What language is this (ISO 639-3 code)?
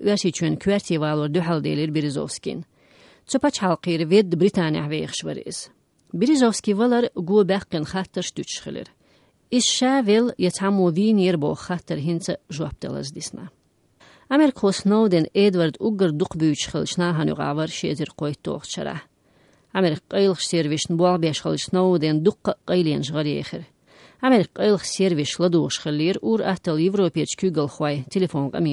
che